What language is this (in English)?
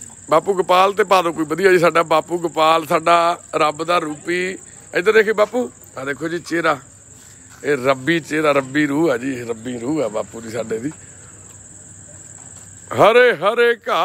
Punjabi